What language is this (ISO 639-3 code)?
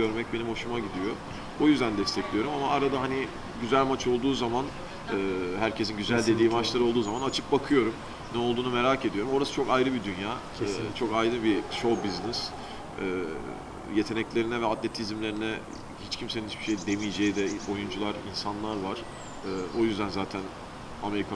tur